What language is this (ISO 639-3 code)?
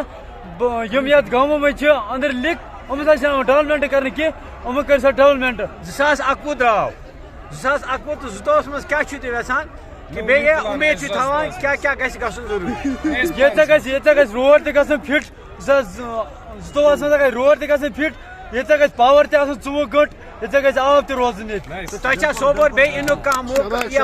kas